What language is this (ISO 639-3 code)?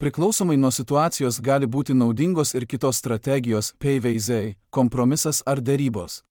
lit